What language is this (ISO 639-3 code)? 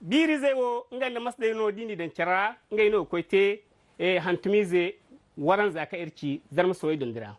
dje